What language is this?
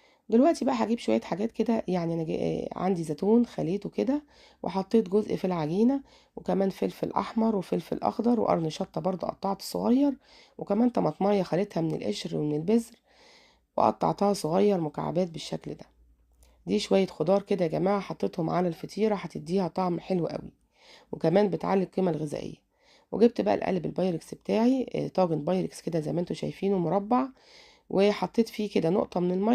Egyptian Arabic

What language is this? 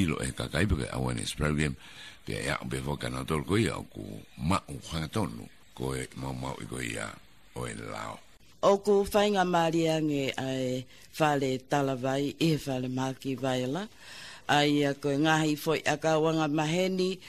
Tongan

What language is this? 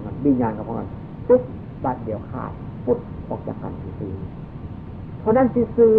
Northeastern Thai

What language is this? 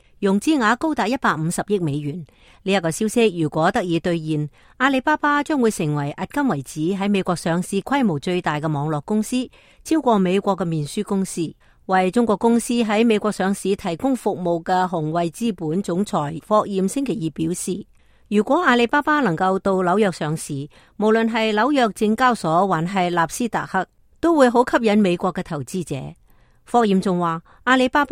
Cantonese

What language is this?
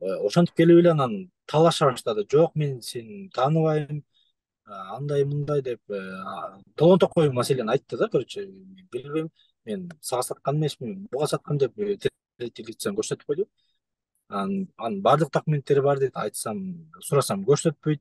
Kyrgyz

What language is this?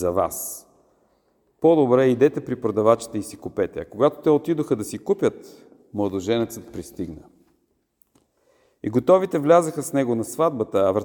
Bulgarian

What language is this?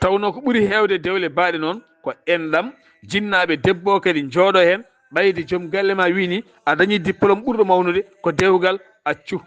Fula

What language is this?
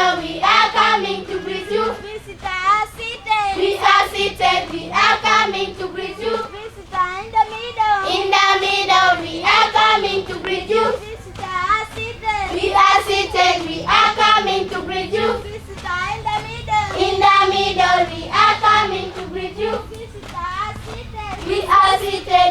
Acoli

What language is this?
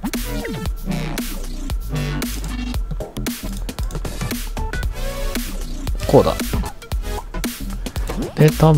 Japanese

